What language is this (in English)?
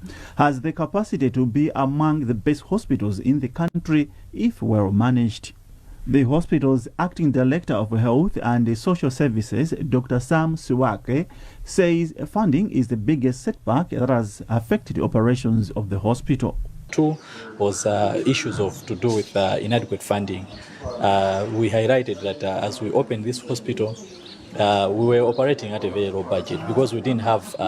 English